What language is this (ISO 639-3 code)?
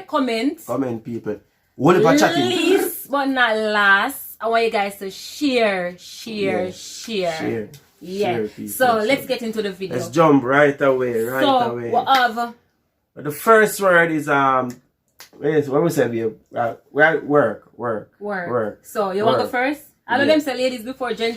jam